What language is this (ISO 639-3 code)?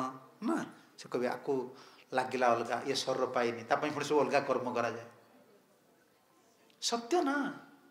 ori